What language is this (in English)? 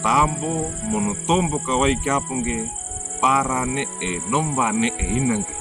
Wejewa